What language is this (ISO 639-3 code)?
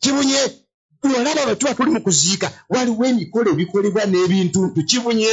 lug